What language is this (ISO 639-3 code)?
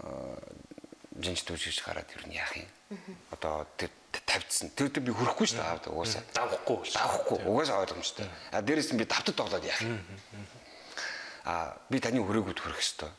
mon